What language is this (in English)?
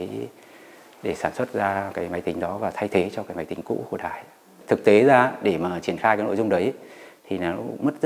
Vietnamese